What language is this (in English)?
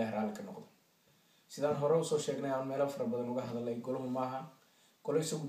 Somali